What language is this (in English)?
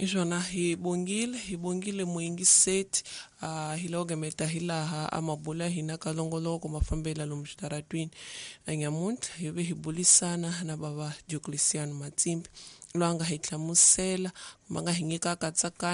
Tsonga